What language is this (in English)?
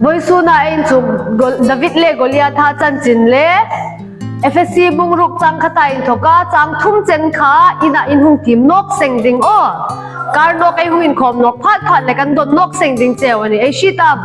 Hmar